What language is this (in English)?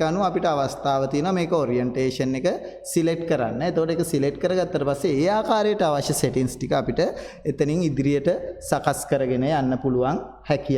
Sinhala